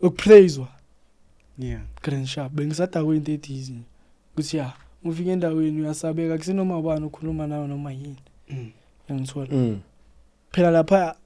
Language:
Zulu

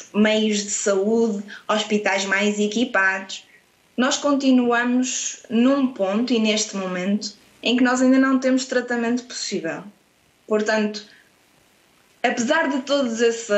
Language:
Portuguese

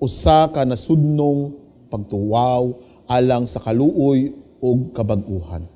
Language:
Cebuano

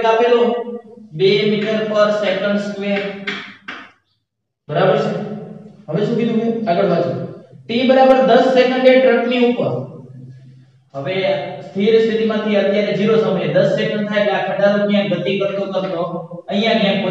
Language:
Gujarati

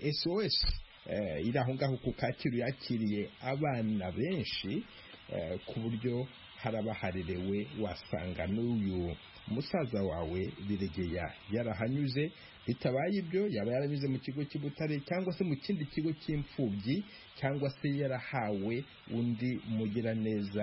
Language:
Kinyarwanda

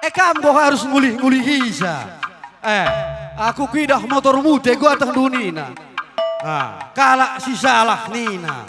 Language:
Batak Karo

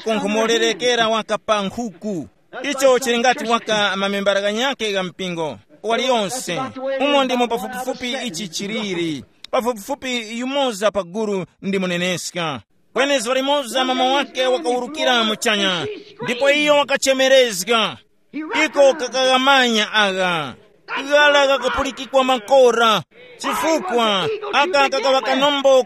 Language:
Tumbuka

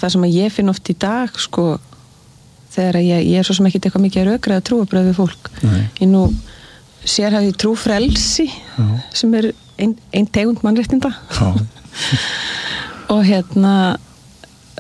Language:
Icelandic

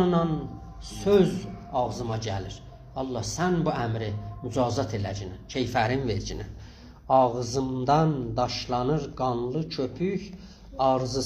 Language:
South Azerbaijani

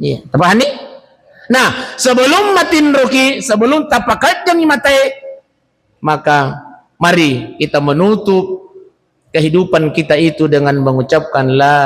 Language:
Buginese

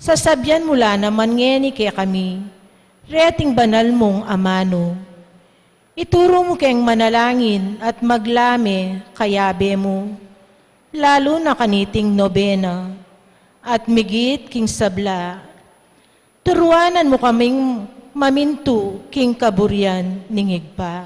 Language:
Pampanga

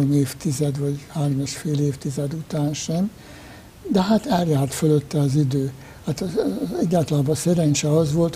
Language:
Hungarian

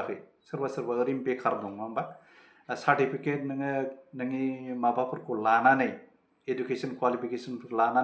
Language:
Bodo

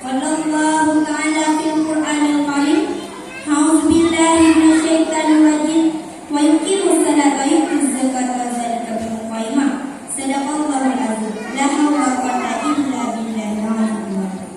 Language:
Achinese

